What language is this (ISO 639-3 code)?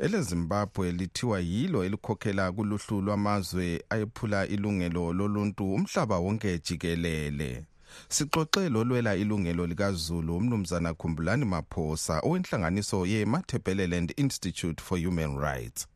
nde